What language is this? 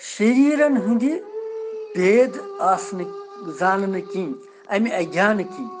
Kashmiri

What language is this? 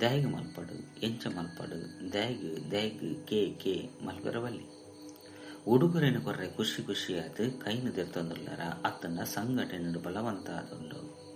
Tulu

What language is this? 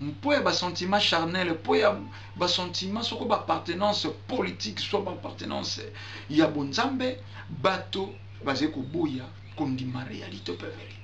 Lingala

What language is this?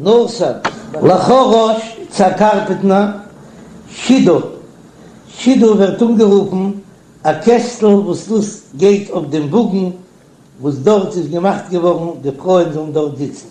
Yiddish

